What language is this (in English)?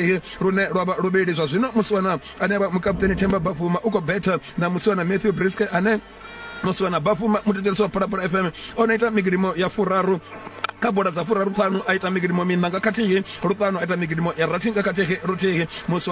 Venda